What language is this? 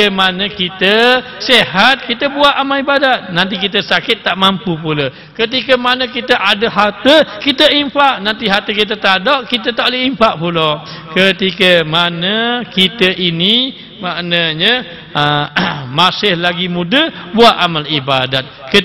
Malay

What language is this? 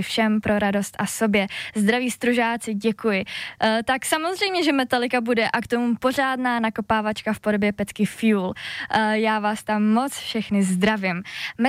Czech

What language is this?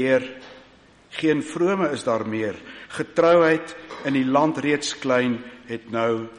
Afrikaans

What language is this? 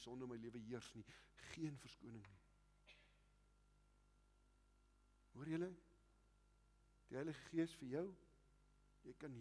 Afrikaans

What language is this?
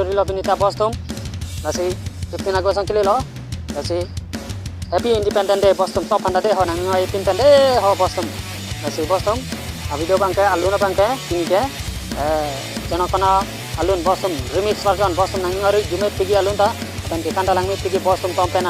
Karbi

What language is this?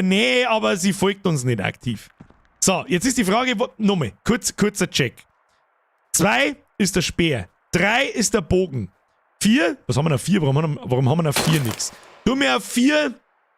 Bavarian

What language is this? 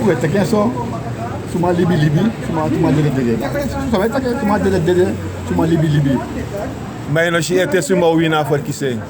Sranan Tongo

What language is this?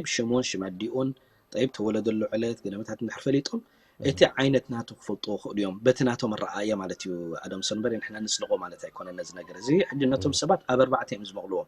Tigrinya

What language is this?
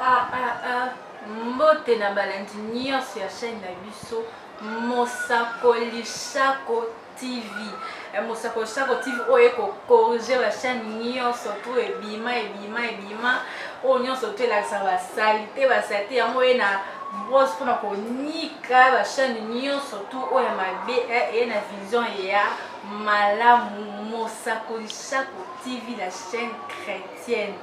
Lingala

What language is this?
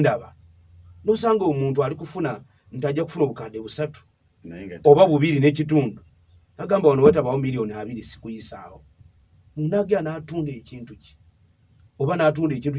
Ganda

